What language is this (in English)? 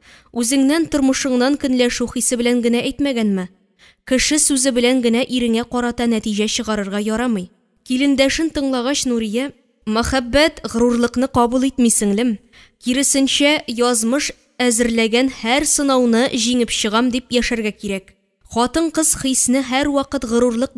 Tatar